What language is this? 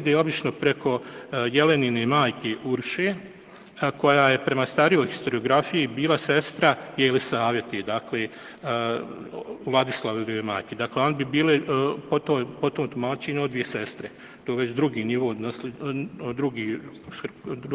Bosnian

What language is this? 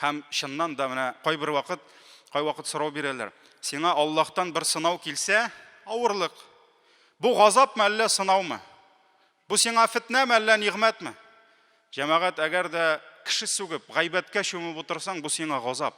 Tatar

